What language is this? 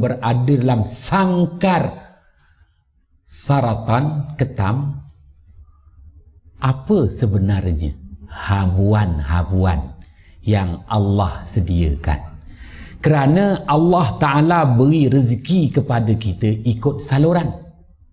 Malay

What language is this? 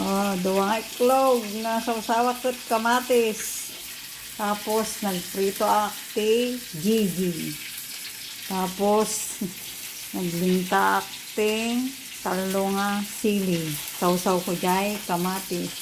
Iloko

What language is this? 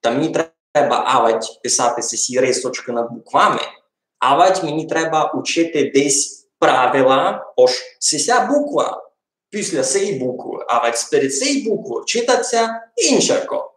Rusyn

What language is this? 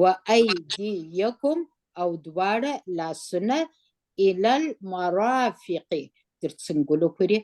Pashto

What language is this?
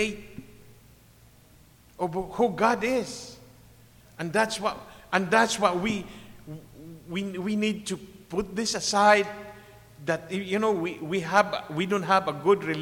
English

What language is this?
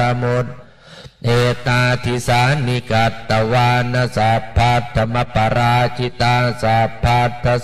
Pali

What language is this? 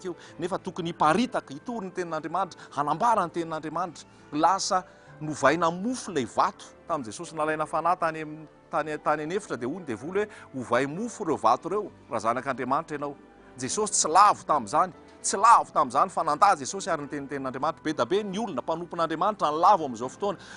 Malagasy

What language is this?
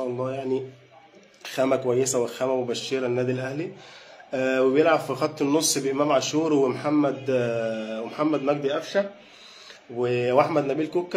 Egyptian Arabic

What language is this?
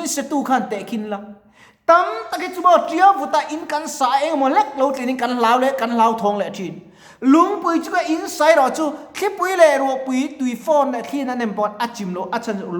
Mizo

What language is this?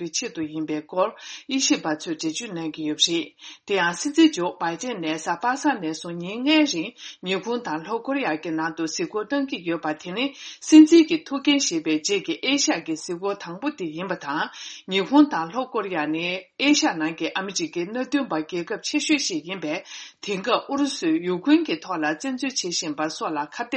Tibetan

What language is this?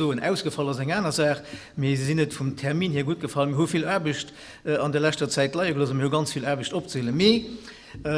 Luxembourgish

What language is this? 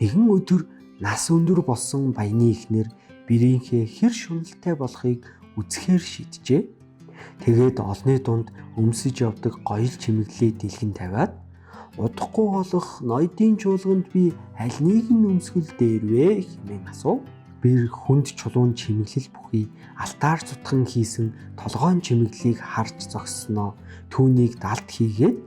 Mongolian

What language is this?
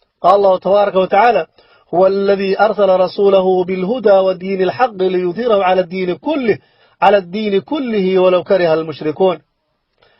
Somali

